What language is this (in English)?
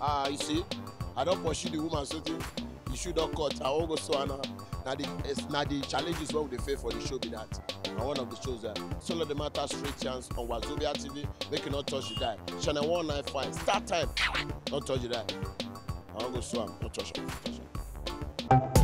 Nigerian Pidgin